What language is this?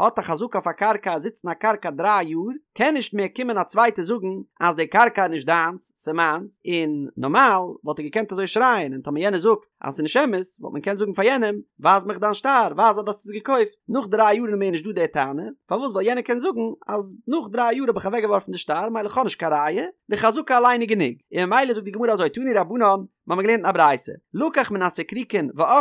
Yiddish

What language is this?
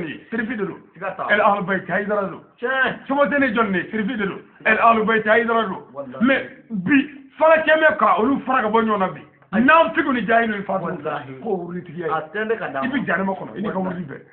Bambara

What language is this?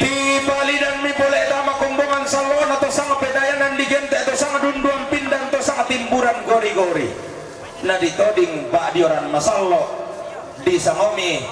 Toraja-Sa'dan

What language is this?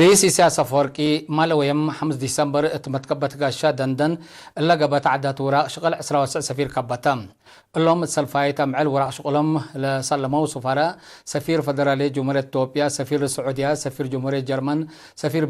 Tigre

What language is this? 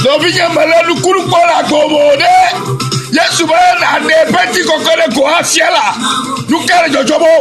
Ewe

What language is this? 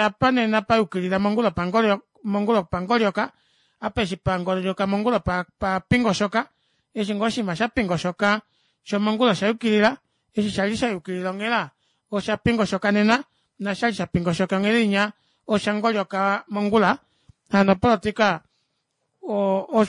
Kuanyama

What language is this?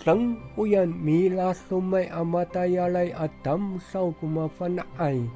Amis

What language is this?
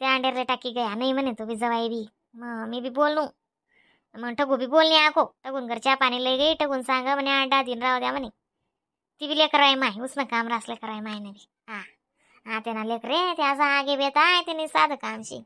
Khandesi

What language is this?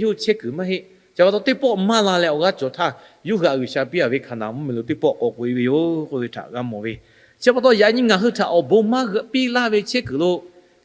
Lahu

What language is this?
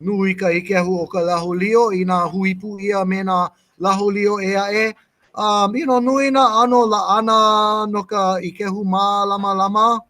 Hawaiian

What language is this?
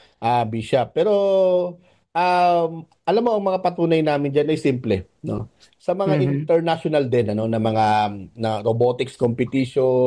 Filipino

